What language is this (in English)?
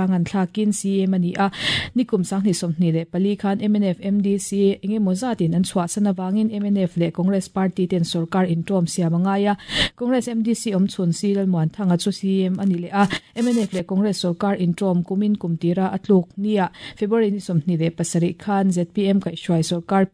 Mizo